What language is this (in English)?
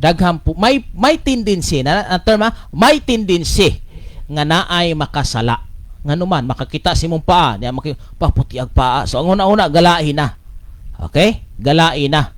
Cebuano